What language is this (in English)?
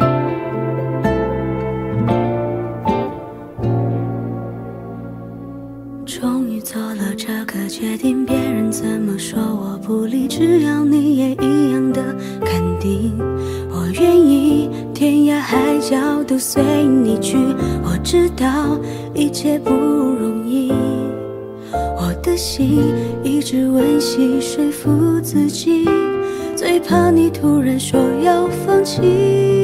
Chinese